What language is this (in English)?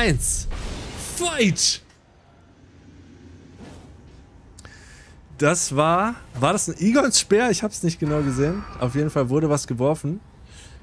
German